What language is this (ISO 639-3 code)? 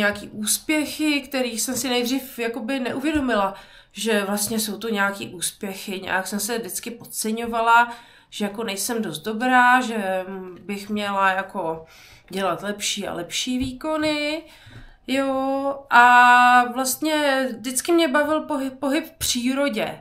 ces